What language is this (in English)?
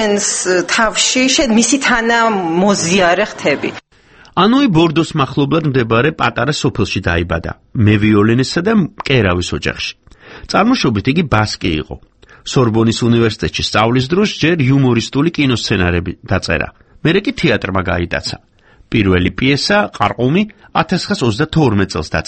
Georgian